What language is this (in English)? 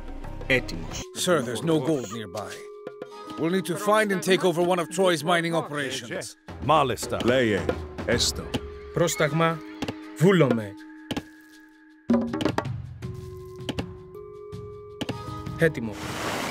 Greek